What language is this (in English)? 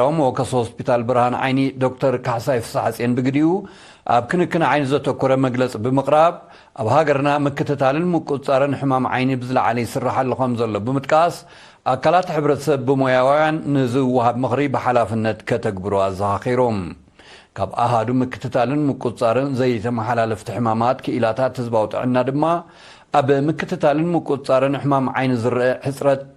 Tigrinya